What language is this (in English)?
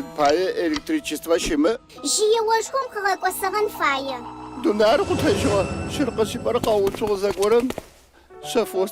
Adyghe